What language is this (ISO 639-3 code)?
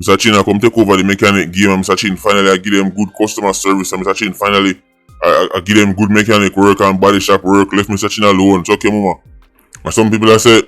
jam